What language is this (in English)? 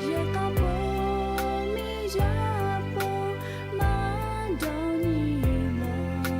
Lahu